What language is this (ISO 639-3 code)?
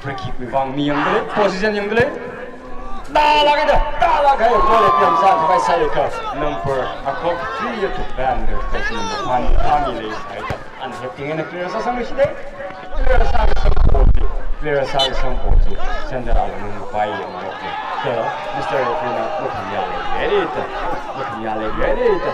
nmf